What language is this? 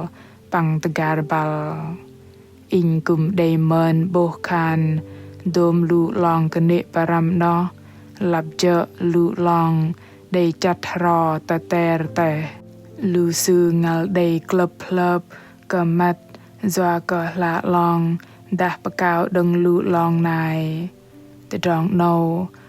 Bahnar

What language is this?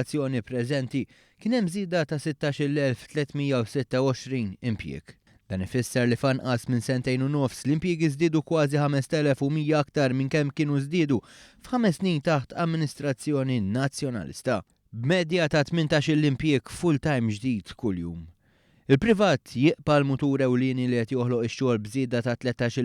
Maltese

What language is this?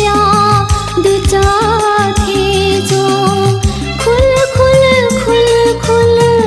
Newari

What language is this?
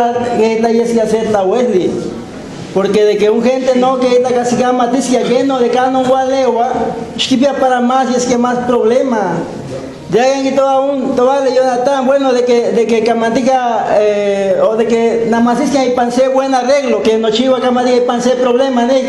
Guerrero Nahuatl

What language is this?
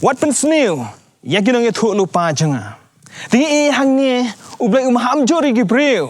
Khasi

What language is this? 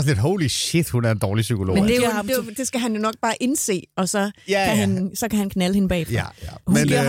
Danish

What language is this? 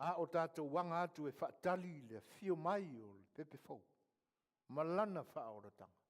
Samoan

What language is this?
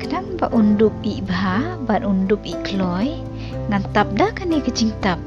Khasi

